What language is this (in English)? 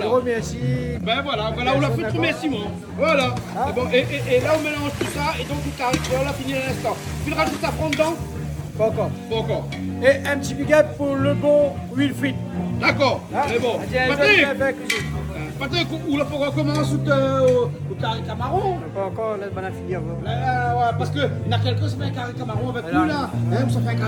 Réunion Creole French